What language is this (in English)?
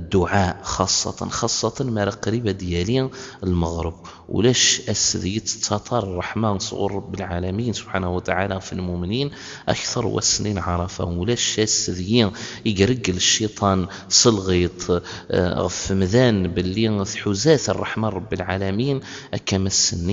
Kabyle